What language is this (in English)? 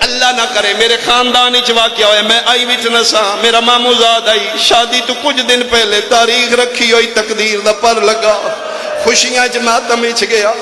Pahari-Potwari